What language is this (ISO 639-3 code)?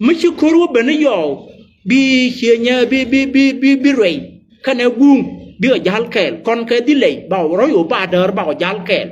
nus